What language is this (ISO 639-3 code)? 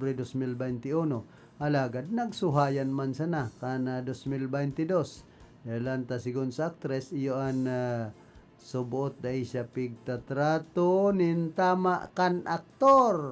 bik